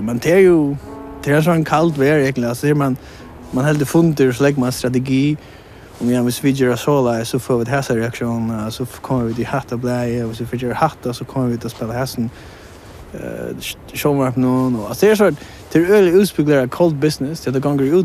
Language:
Faroese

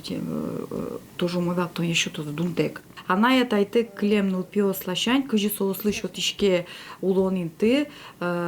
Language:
Udmurt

